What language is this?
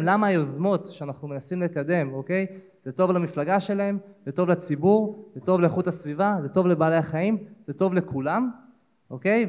Hebrew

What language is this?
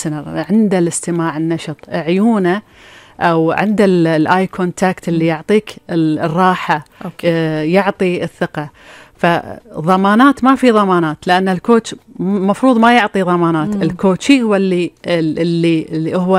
Gulf Arabic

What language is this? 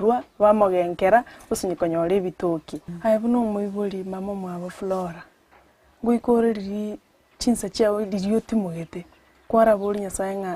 Gusii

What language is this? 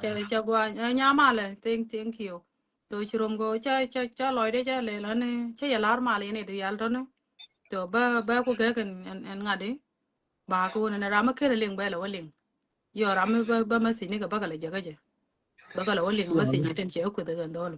Nuer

